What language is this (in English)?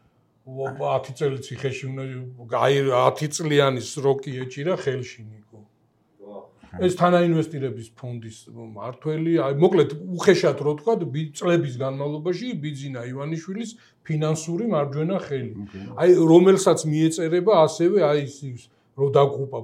Georgian